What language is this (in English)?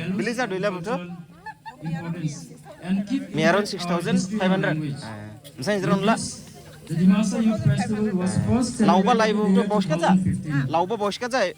Dimasa